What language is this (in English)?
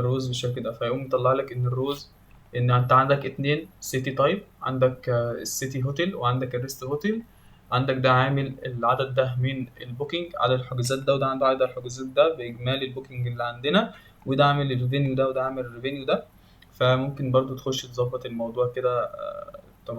Egyptian Arabic